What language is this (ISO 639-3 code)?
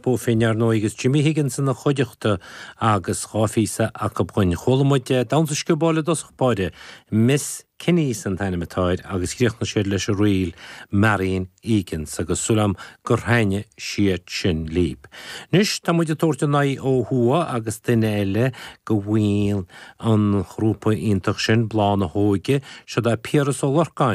gle